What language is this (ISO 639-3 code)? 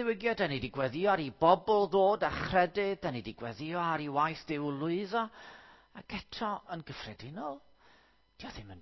cym